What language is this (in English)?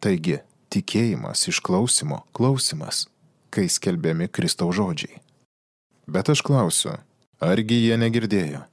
Lithuanian